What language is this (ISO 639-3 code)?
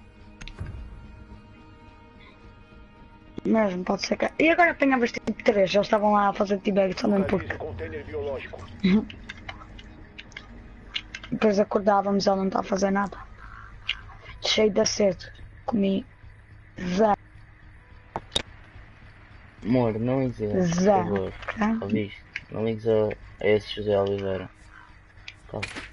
por